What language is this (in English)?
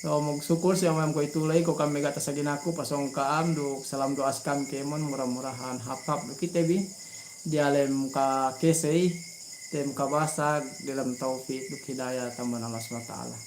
Yakan